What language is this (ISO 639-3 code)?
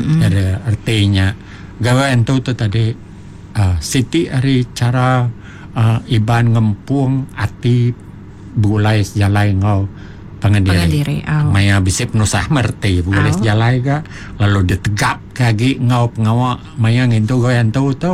iba